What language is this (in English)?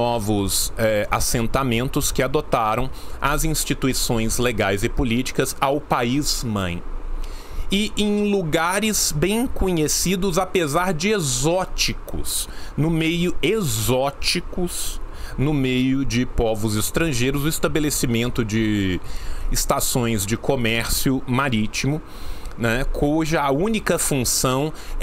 Portuguese